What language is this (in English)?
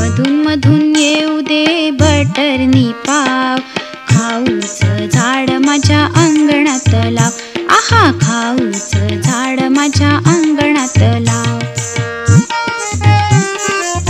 Marathi